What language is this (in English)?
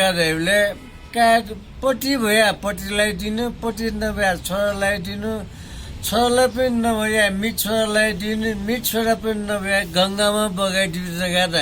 Newari